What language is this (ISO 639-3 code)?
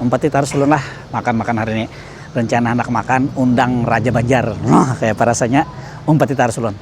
bjn